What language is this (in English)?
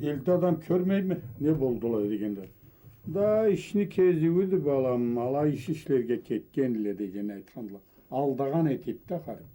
Karachay-Balkar